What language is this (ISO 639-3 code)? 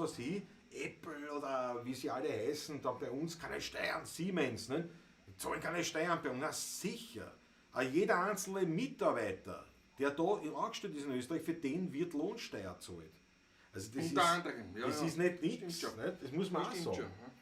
bar